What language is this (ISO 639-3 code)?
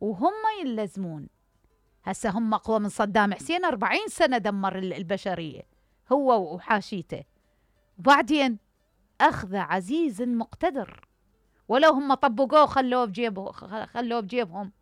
acm